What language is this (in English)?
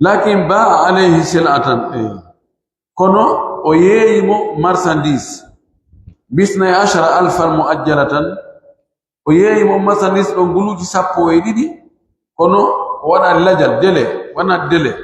Pular